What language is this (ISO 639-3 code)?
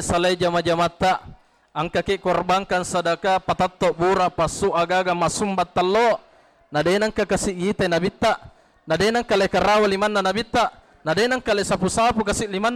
bug